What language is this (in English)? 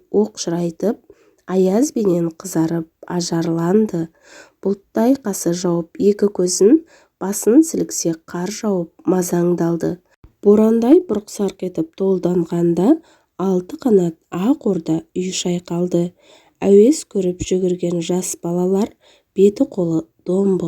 Kazakh